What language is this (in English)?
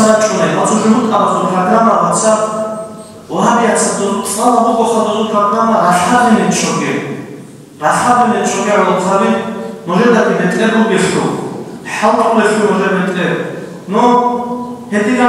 Avaric